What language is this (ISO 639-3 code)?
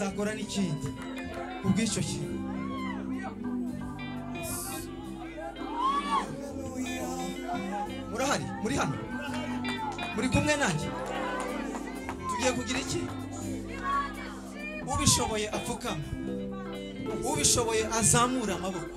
kin